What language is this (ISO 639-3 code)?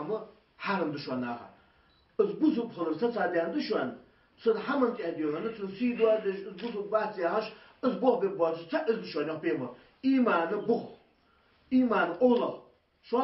inh